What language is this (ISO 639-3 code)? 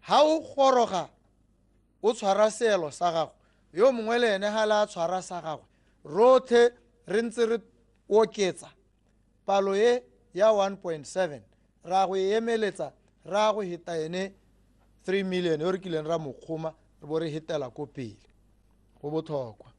tsn